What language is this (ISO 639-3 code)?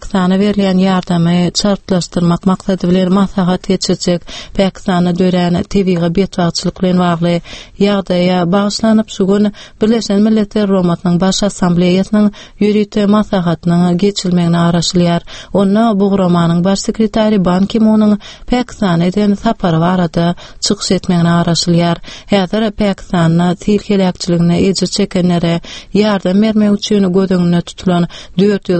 tuk